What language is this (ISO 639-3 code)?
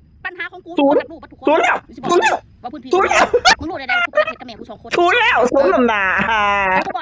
tts